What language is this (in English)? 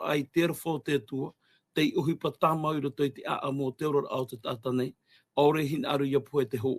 Tahitian